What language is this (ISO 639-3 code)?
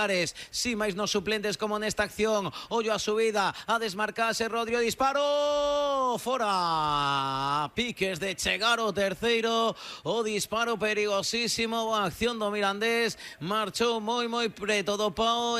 glg